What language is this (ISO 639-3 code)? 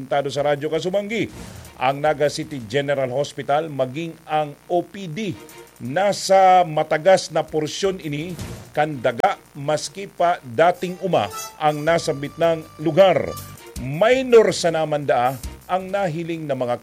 bik